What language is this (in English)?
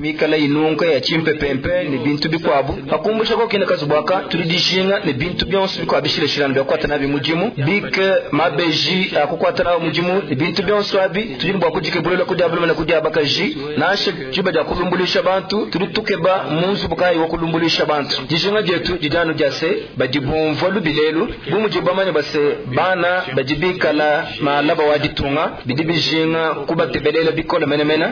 Luba-Lulua